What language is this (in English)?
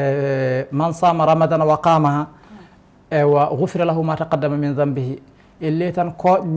Fula